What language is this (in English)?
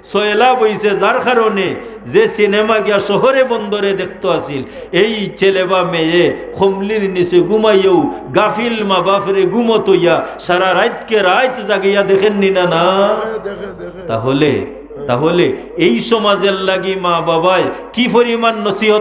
Sylheti